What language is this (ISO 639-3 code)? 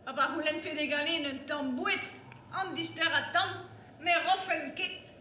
bre